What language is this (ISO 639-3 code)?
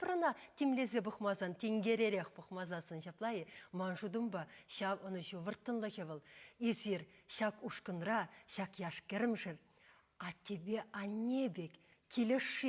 chv